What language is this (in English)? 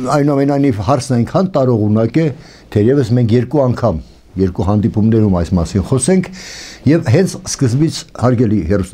Armenian